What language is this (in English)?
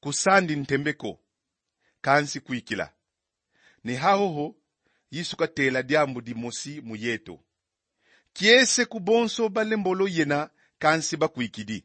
Kongo